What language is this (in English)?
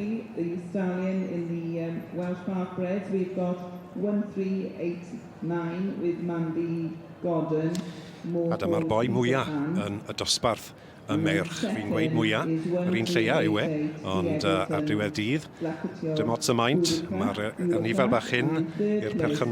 Welsh